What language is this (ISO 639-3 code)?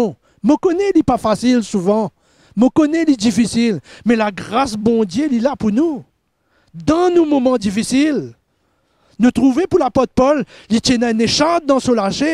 mfe